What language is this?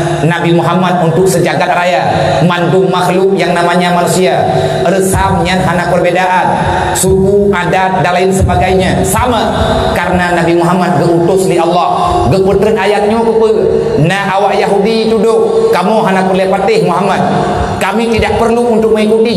Achinese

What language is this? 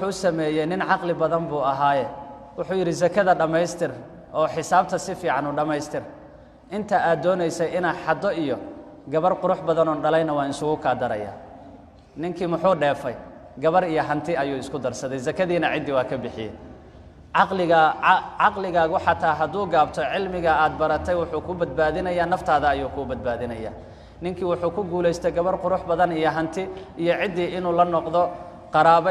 Somali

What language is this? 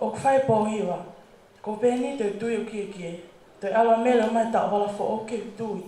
Tongan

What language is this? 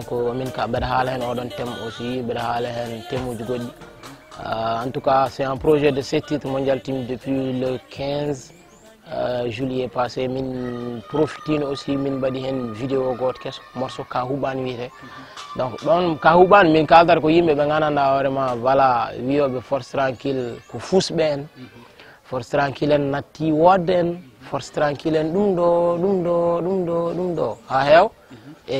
Fula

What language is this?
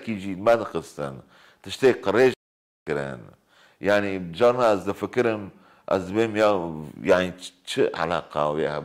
Kurdish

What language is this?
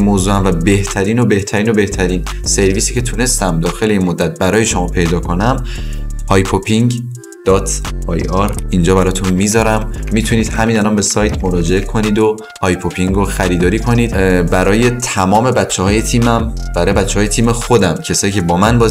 Persian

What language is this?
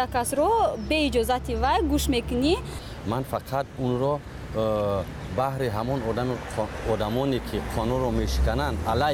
Tajik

